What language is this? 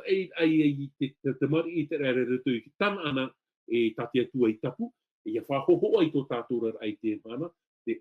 Tahitian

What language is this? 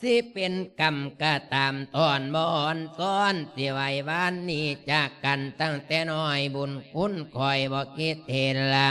Lao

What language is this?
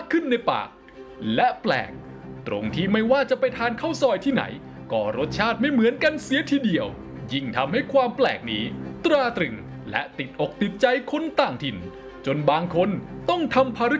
Thai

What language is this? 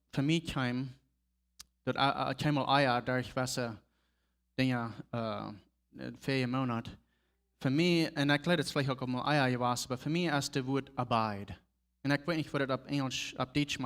Plautdietsch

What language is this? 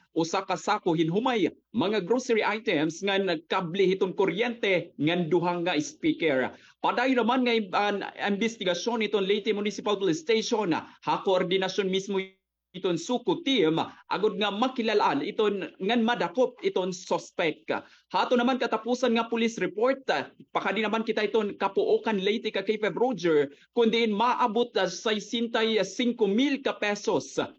Waray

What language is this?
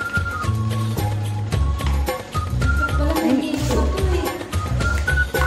Filipino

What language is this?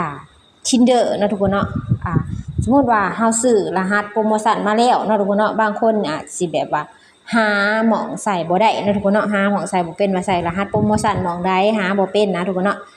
Lao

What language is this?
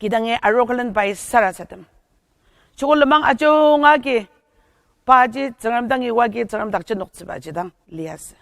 Ao Naga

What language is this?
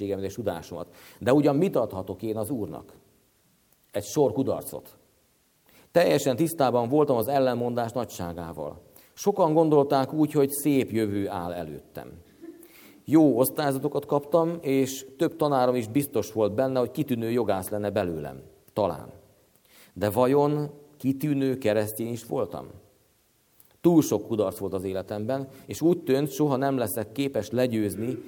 Hungarian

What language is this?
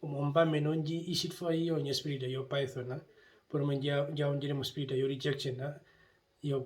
Herero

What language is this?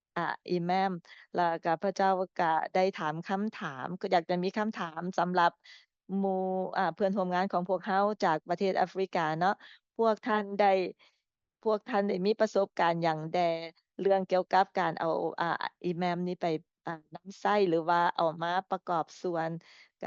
Lao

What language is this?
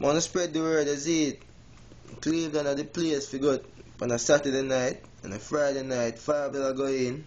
Jamaican Creole English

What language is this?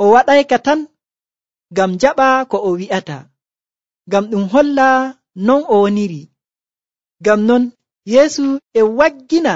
Nigerian Fulfulde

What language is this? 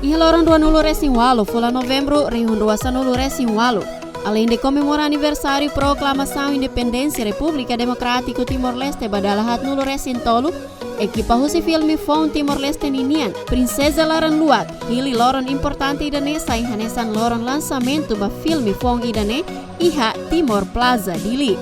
Tetum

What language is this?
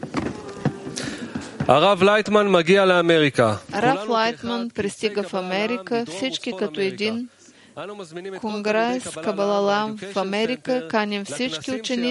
Bulgarian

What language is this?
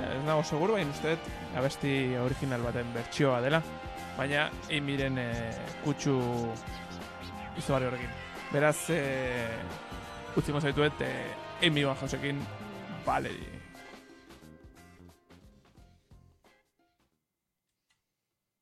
Basque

